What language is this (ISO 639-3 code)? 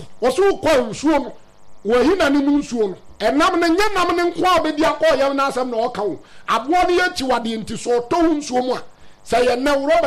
aka